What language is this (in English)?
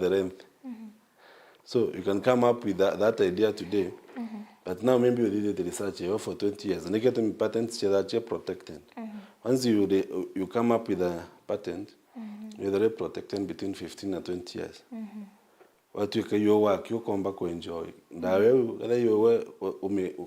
Meru